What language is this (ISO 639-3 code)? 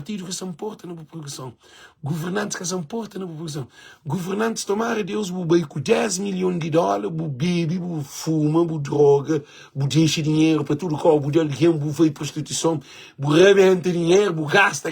kea